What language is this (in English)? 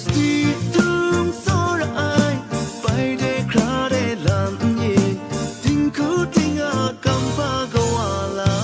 Kachin